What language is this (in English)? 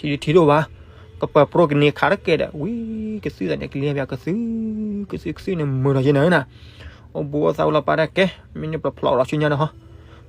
S'gaw Karen